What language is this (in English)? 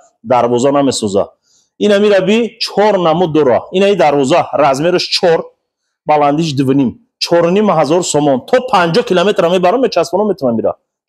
Tajik